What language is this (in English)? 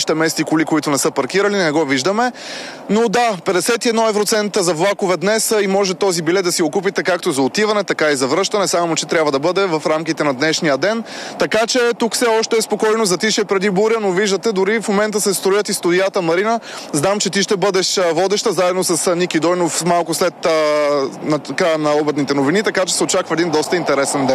Bulgarian